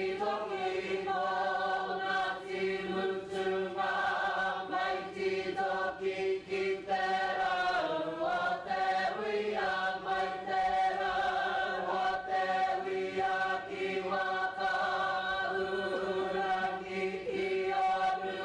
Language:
Māori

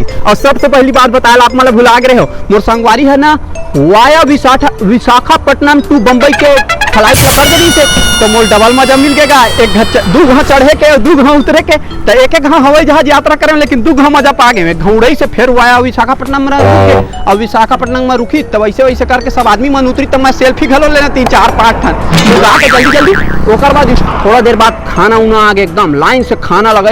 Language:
Chhattisgarhi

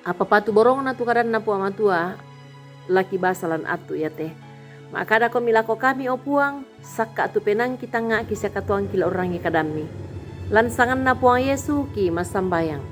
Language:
Toraja-Sa'dan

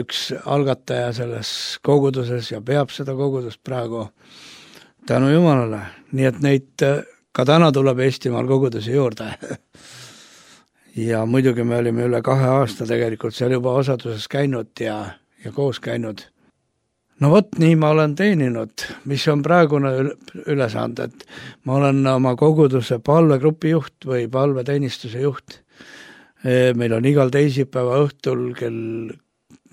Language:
Estonian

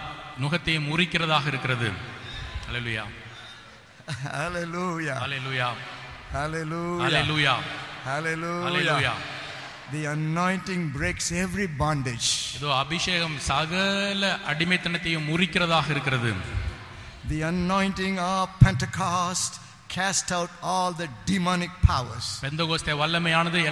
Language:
Tamil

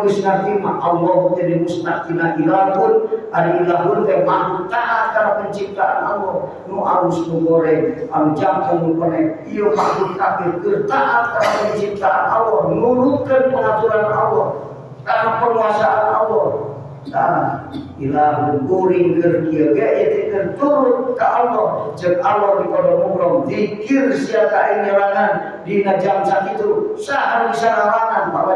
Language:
Sundanese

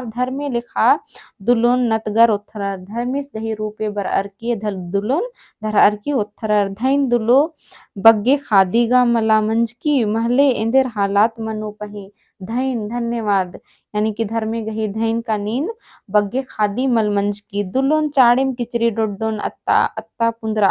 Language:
Kurukh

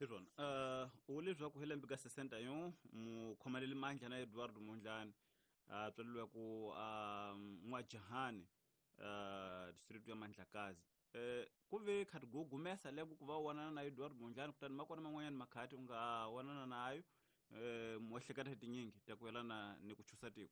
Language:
Tsonga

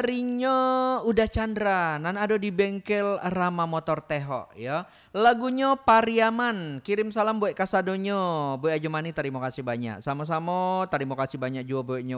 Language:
Minangkabau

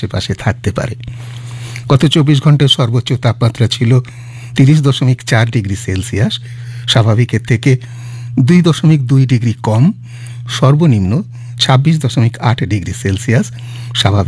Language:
Bangla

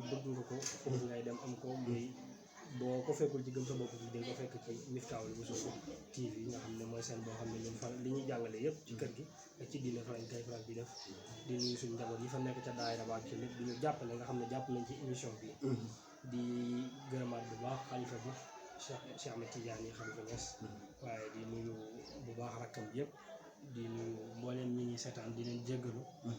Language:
Wolof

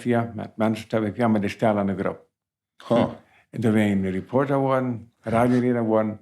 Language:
Plautdietsch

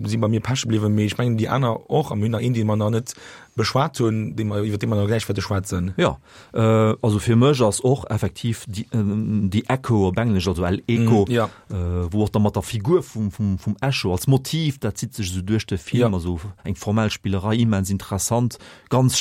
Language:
Luxembourgish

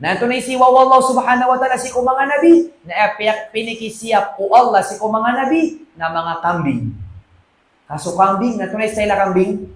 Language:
Maranao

